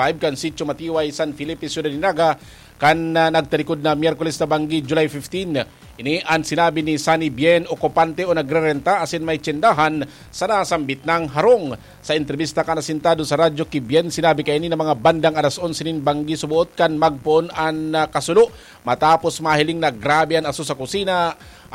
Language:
Bikol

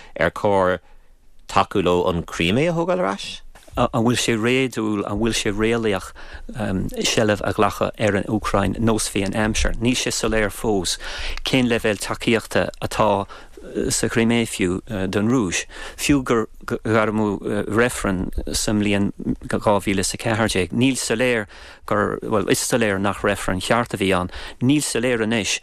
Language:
Irish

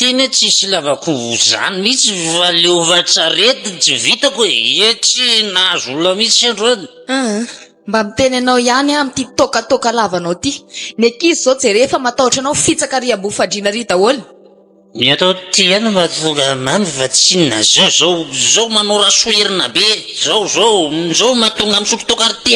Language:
Malagasy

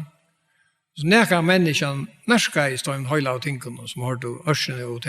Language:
Faroese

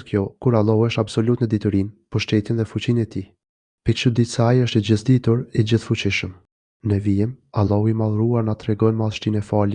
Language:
Albanian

